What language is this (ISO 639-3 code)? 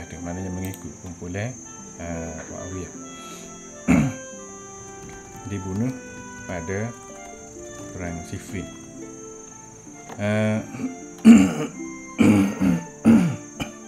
msa